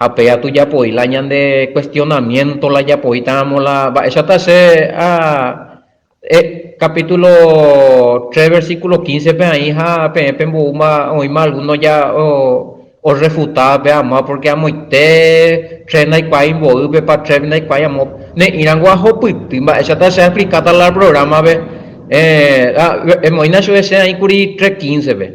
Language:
Guarani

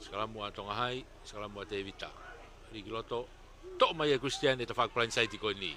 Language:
Tongan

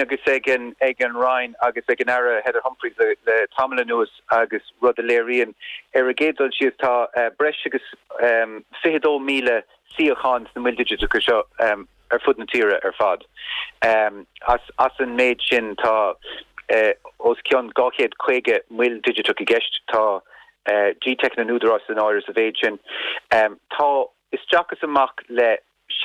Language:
Irish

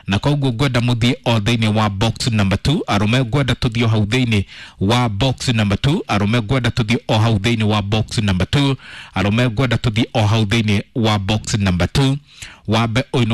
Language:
Kikuyu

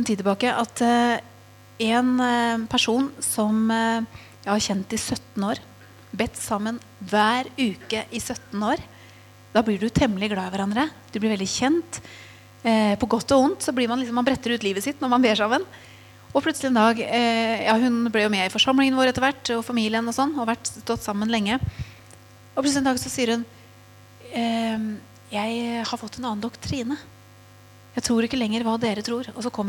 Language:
Norwegian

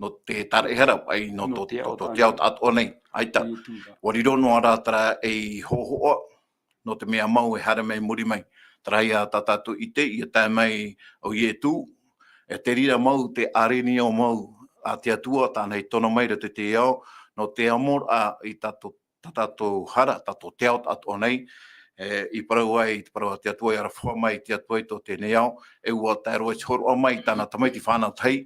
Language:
Tahitian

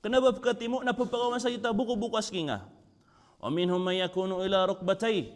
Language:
Maranao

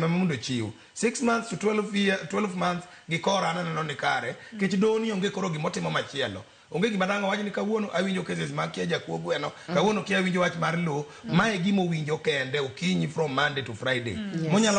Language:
Luo (Kenya and Tanzania)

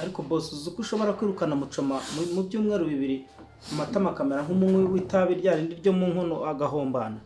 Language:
Kinyarwanda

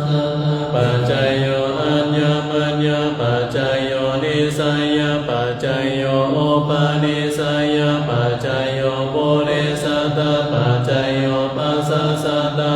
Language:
Pali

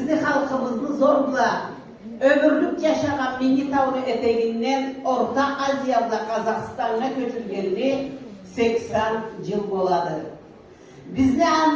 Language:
Karachay-Balkar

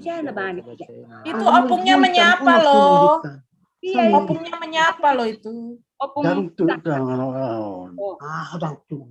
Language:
Batak Simalungun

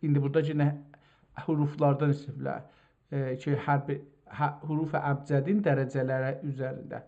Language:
South Azerbaijani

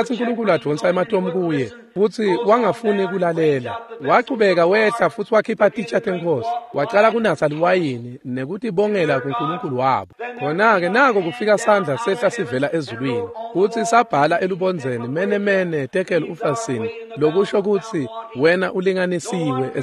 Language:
Swati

